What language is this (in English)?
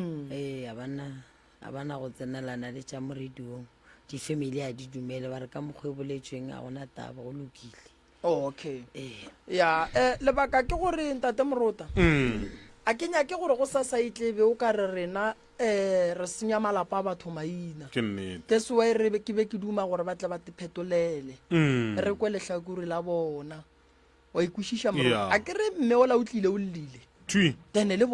Northern Sotho